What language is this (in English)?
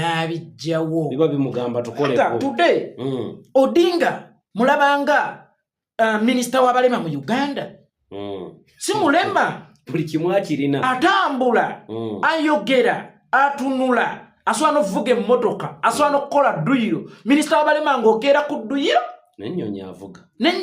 Ganda